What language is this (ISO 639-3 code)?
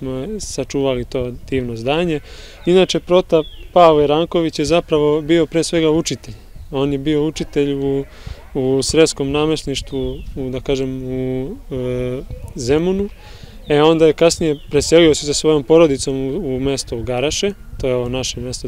srp